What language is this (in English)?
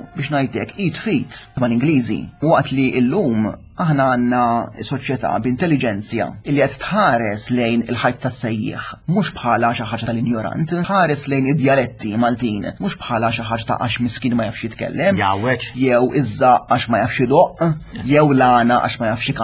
Maltese